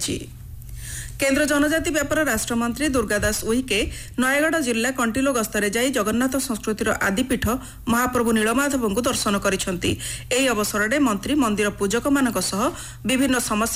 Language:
Odia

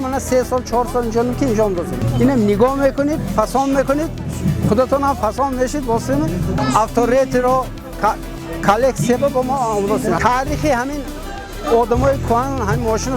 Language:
Tajik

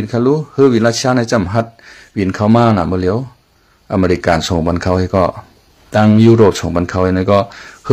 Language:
Shan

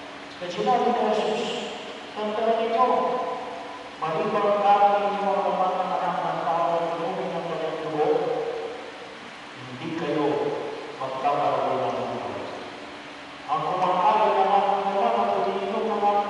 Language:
Filipino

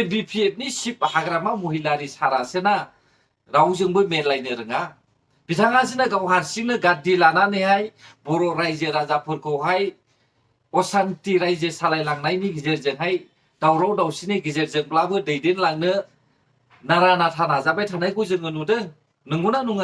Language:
Bodo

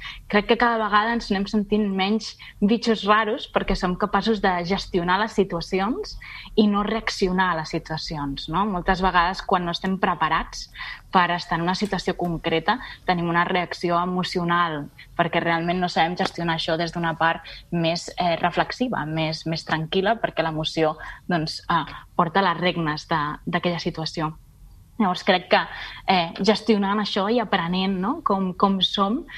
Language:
Catalan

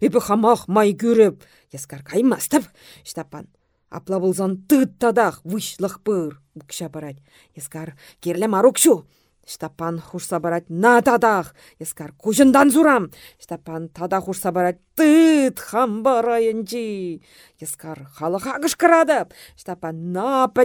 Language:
Chuvash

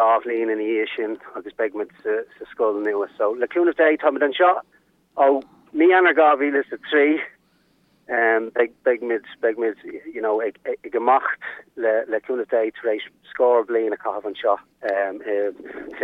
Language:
Irish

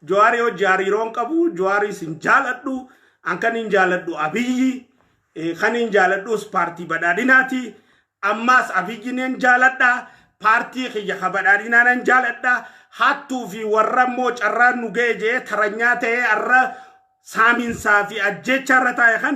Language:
Oromo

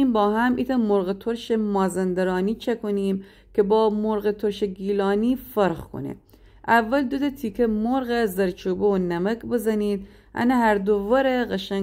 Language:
Gilaki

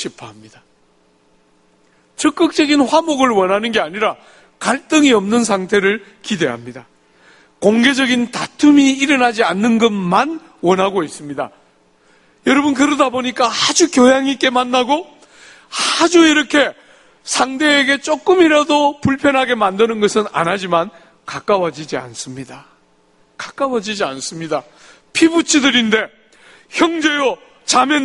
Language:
Korean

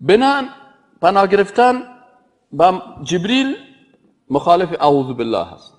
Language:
Persian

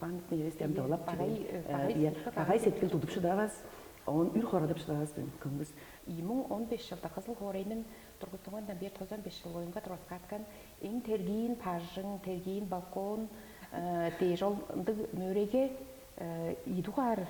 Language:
Tuvinian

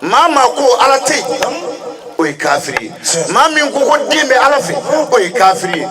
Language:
Bambara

